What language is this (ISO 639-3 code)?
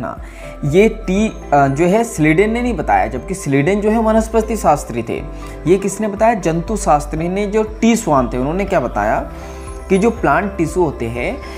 hin